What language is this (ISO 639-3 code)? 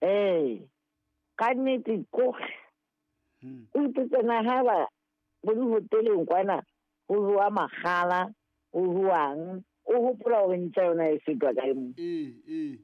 sot